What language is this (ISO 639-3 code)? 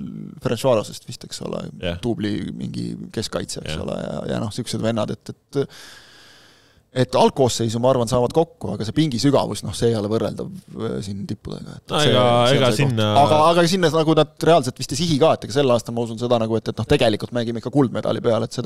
est